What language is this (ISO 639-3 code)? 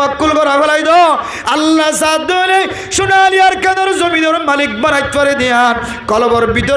rhg